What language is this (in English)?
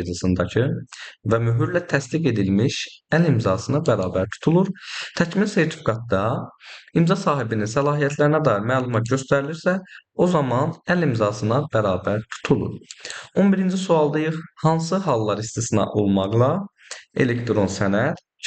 Azerbaijani